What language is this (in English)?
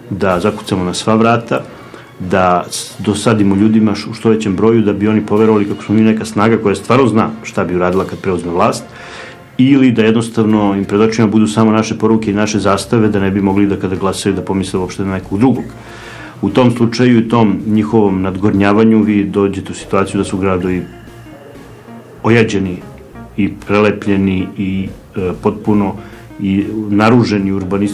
Serbian